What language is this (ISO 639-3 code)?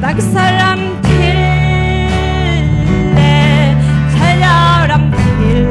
cnh